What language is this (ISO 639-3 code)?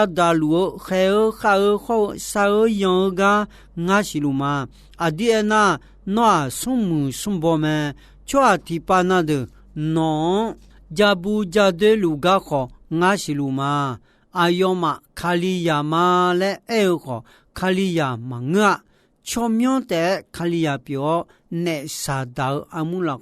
ahk